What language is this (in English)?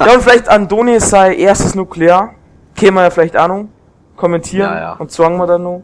Bavarian